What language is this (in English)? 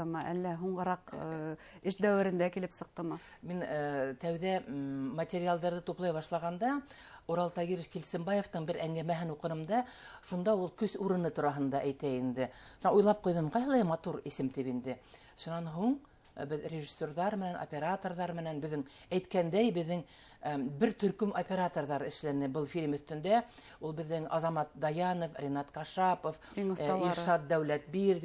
Bashkir